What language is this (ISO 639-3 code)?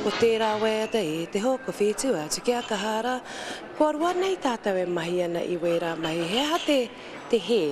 mri